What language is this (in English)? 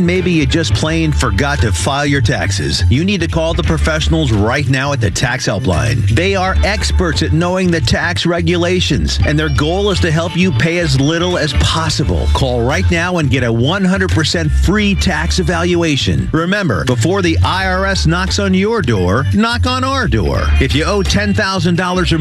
English